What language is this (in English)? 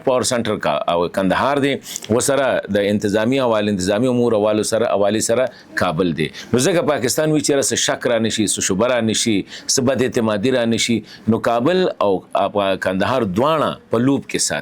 Pashto